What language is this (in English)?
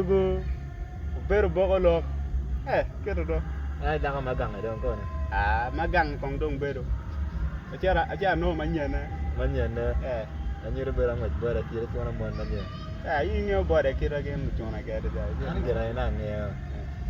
Acoli